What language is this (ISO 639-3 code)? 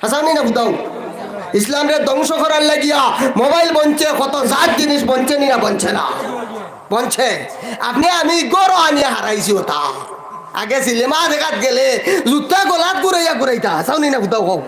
syl